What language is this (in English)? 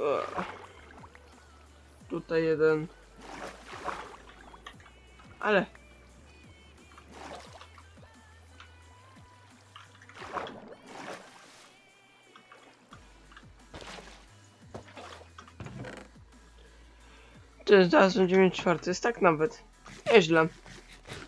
Polish